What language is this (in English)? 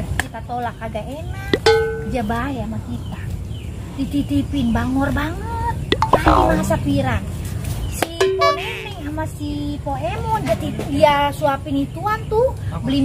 Betawi